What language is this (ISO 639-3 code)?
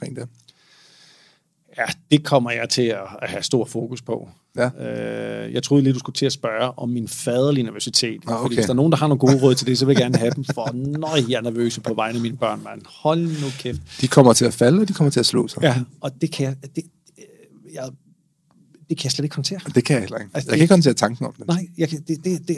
dan